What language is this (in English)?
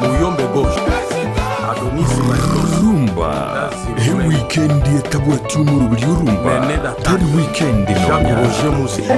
Gusii